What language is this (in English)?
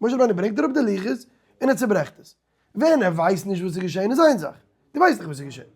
Yiddish